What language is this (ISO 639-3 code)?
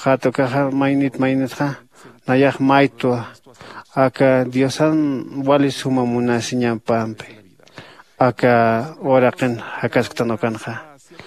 aym